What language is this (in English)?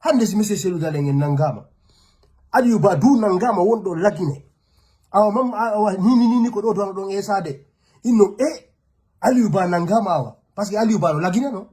Fula